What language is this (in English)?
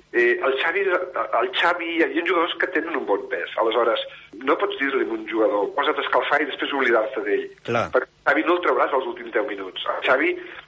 Catalan